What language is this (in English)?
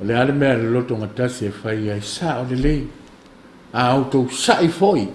Samoan